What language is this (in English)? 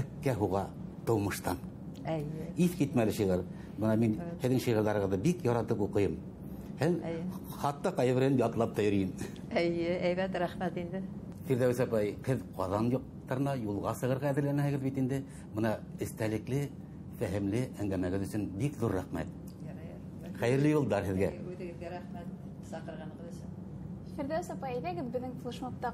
Bashkir